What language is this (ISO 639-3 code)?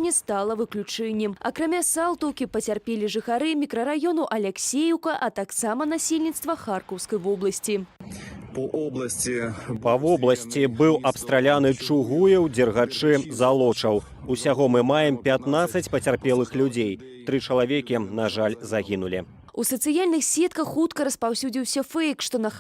bel